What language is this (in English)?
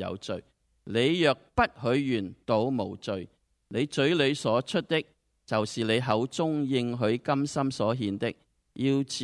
Cantonese